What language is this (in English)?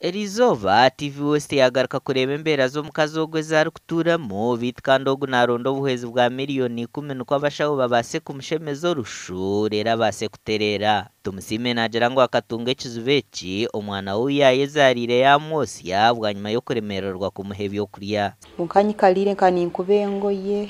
Nyankole